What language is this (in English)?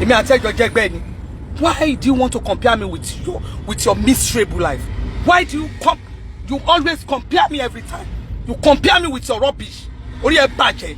Yoruba